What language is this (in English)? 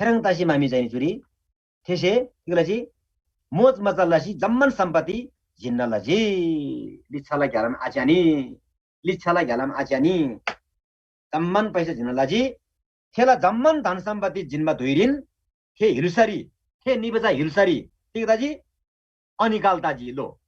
Eastern Tamang